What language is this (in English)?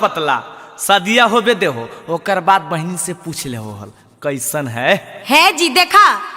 Magahi